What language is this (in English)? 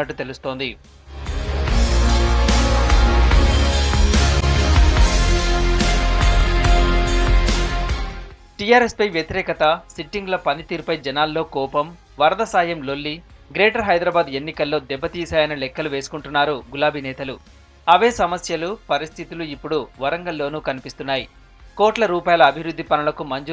Telugu